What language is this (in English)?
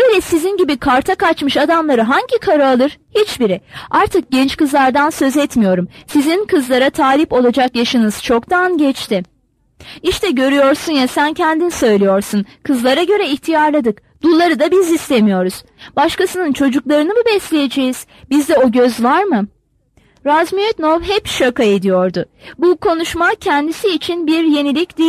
Turkish